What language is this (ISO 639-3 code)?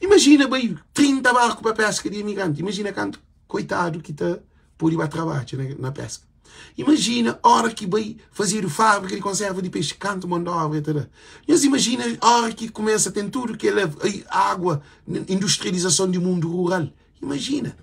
kea